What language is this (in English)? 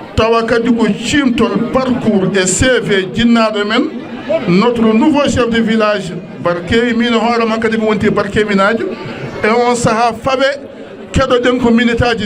Fula